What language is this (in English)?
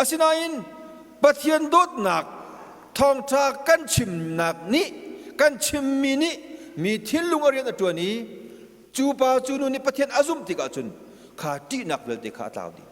Hakha Chin